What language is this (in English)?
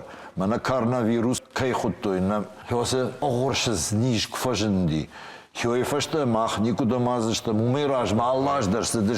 Ossetic